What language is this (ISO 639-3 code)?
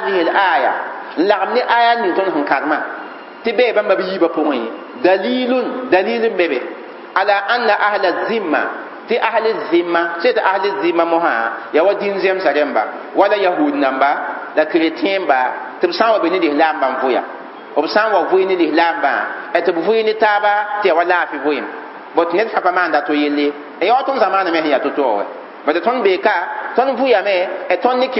mos